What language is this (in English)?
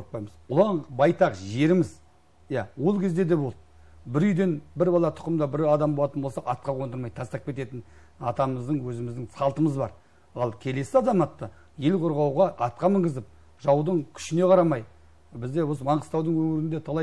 Kazakh